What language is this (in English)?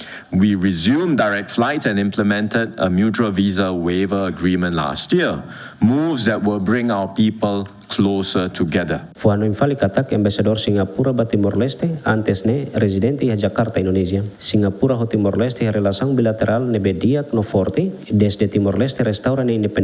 Tetum